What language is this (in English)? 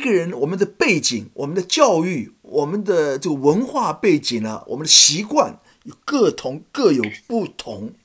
Chinese